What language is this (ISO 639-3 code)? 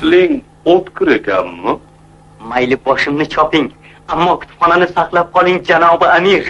uzb